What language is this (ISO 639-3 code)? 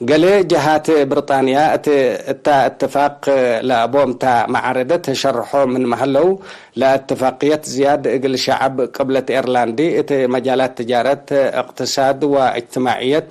tig